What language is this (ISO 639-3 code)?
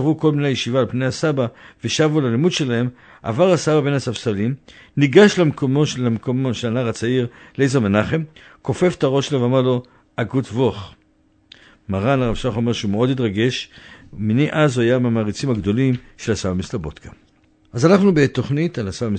heb